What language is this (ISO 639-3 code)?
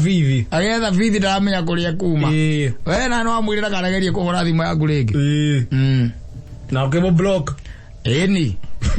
kik